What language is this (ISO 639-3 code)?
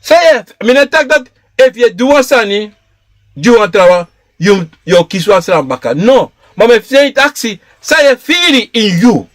srn